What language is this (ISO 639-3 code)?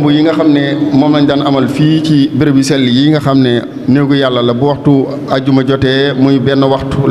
wol